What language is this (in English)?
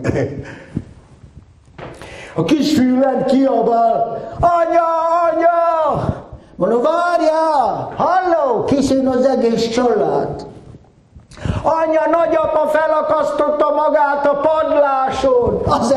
Hungarian